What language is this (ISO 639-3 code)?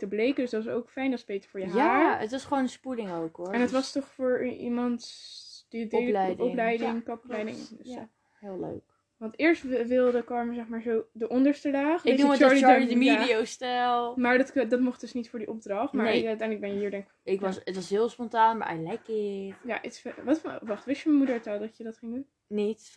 nld